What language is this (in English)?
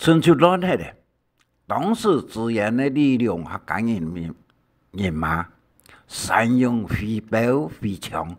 Hakka Chinese